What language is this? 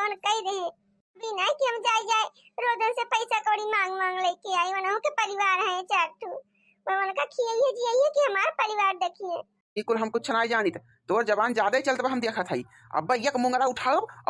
Awadhi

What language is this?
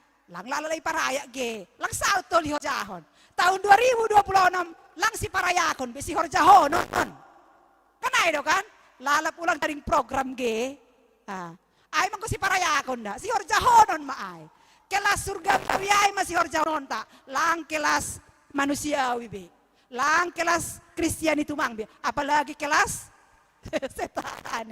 Batak Simalungun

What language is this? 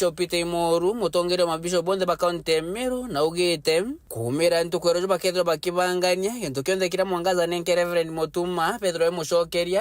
Meru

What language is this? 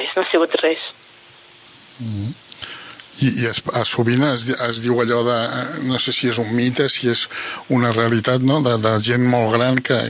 Catalan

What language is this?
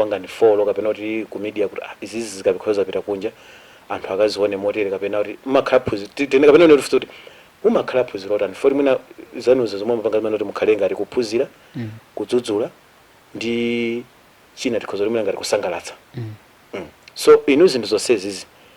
Nyanja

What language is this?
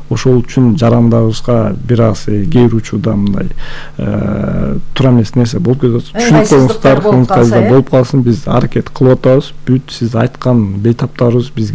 Kyrgyz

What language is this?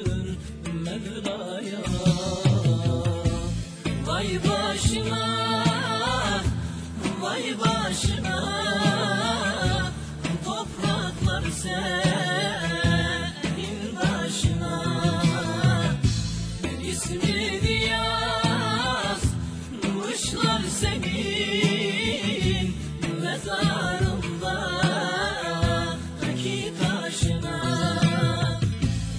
Turkish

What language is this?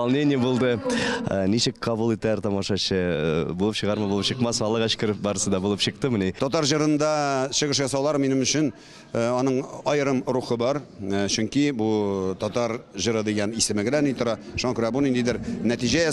Tatar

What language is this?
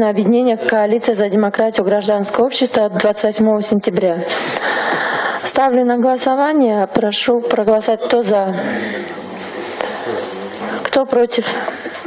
Russian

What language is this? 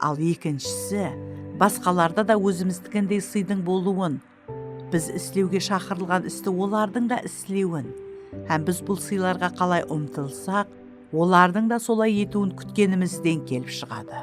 Kara-Kalpak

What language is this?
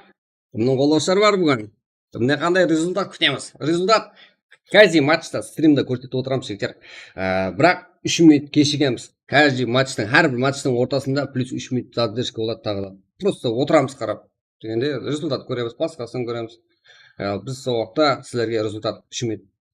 Kara-Kalpak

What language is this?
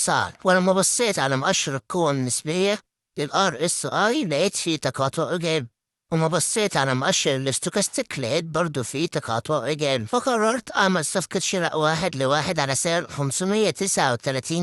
Egyptian Arabic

